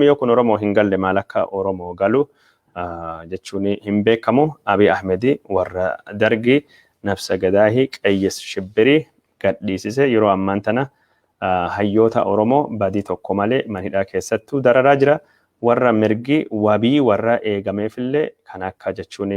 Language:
Oromo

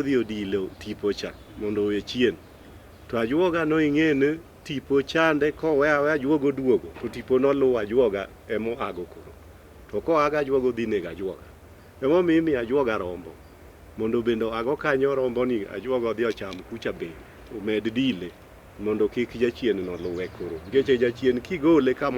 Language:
Luo (Kenya and Tanzania)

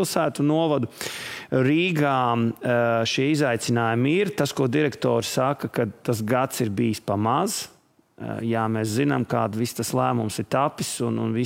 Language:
Latvian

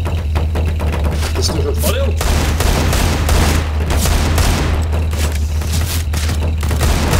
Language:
Slovak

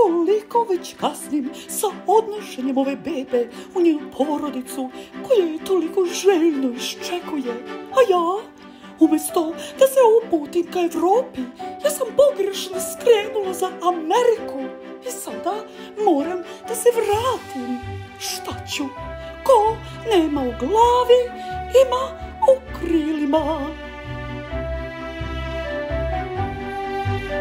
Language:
Serbian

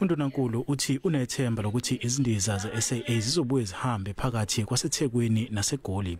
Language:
Zulu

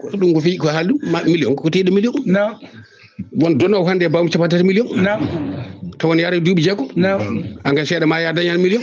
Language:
Fula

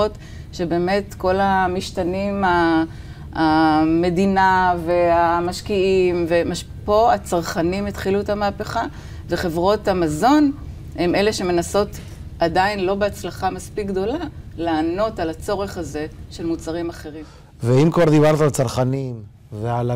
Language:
Hebrew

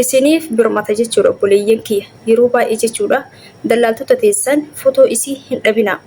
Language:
Oromo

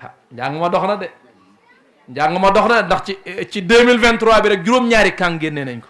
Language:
Wolof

